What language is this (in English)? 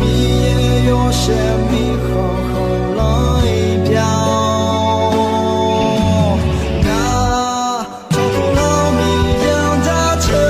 Akha